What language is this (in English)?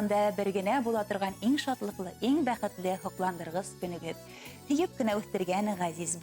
Bashkir